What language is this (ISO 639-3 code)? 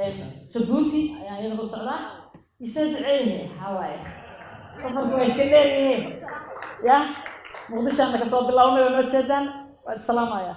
som